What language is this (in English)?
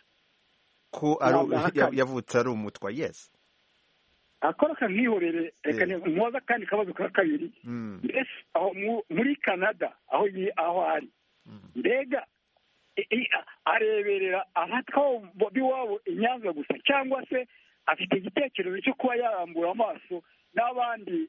Kinyarwanda